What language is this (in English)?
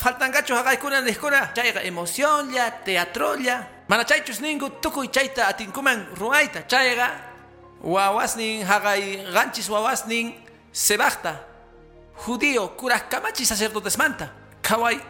Quechua